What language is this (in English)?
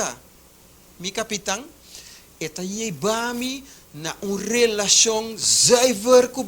Papiamento